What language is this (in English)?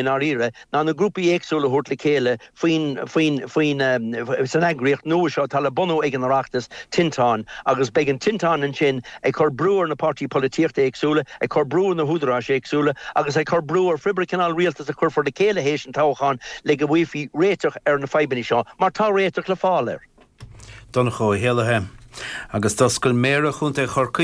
Irish